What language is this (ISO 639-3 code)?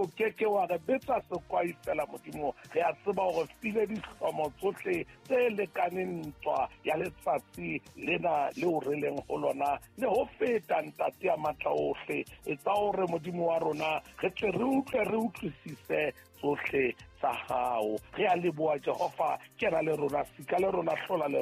sot